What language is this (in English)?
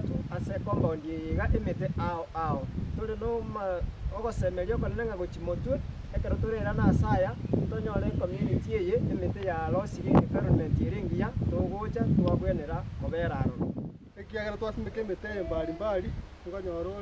Gusii